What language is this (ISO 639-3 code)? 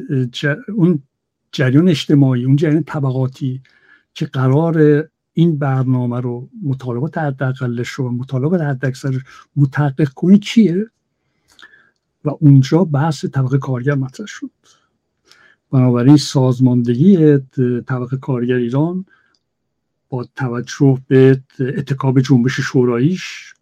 fas